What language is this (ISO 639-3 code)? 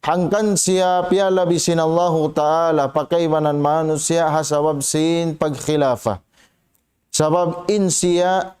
tsg